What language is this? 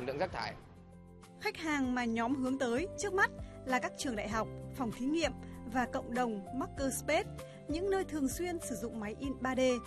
Vietnamese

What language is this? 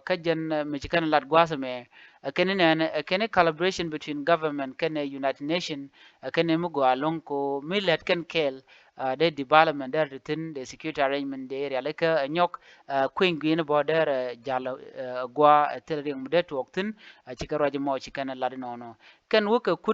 Nuer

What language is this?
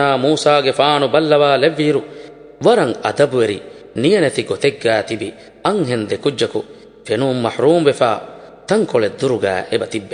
Divehi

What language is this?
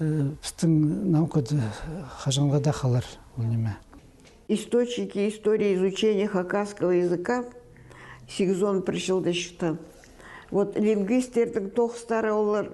Khakas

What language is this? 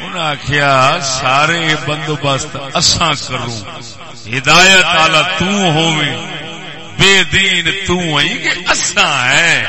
Saraiki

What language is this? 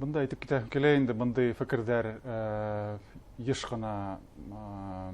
Bashkir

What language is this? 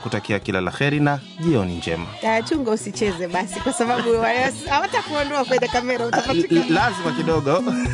Swahili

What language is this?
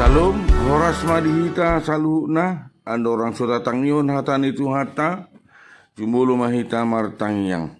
Batak Toba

